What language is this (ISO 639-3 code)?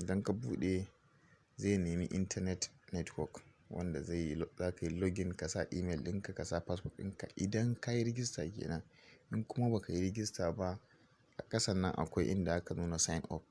hau